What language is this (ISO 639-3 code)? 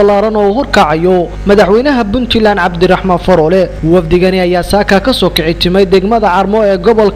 som